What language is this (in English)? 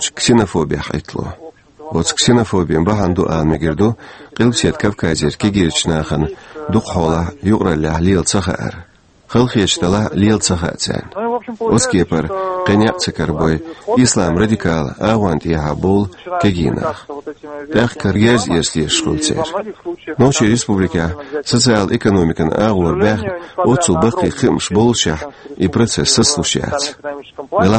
Chechen